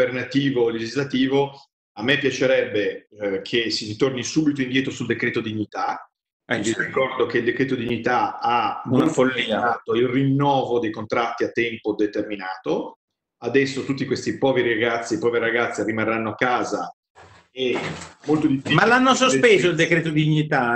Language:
Italian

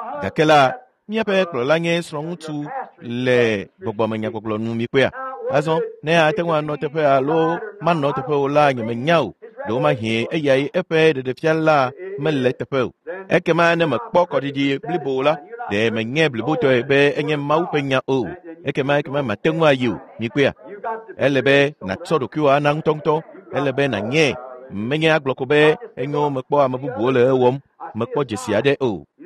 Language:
Ewe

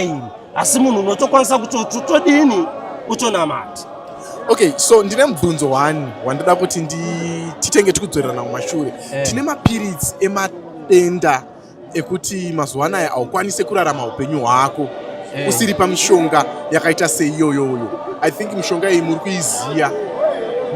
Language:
Shona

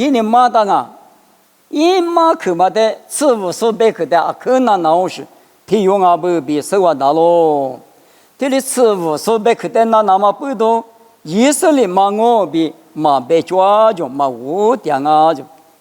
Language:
Lisu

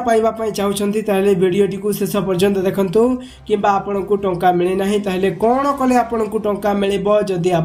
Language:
Odia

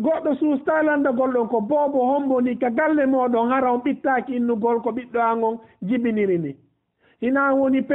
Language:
Fula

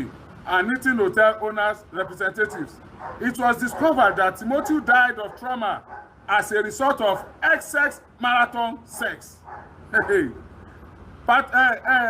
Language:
Yoruba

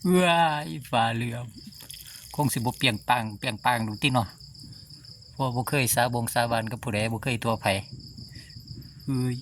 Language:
Lao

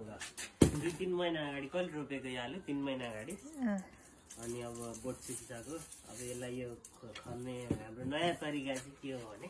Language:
Nepali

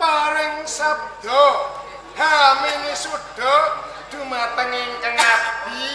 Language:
Javanese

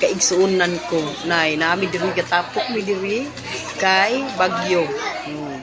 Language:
Cebuano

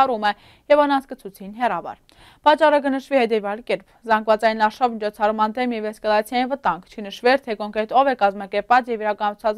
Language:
Western Armenian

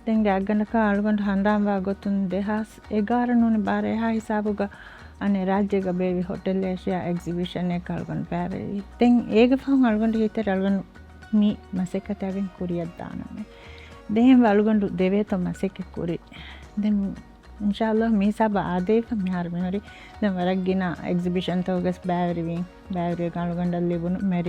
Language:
Divehi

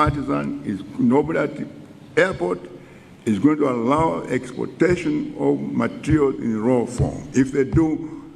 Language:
Nyanja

